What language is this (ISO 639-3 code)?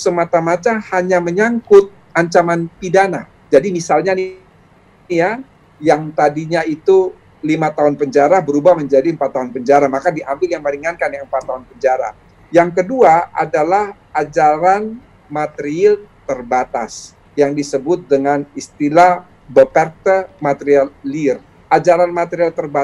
ind